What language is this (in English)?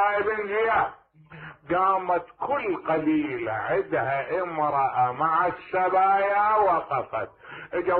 Mesopotamian Arabic